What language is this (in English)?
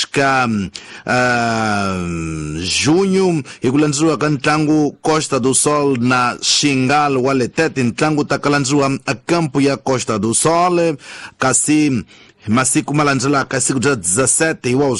Tsonga